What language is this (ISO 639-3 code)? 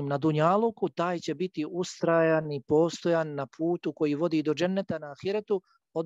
bos